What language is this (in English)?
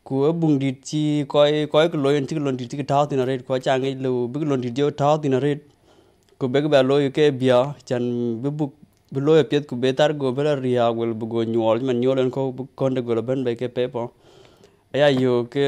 Dinka